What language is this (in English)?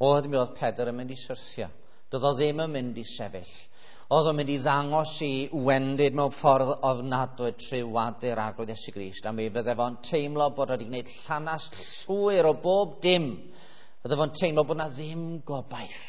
Welsh